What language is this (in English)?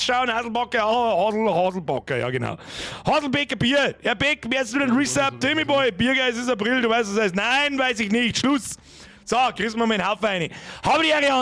Bavarian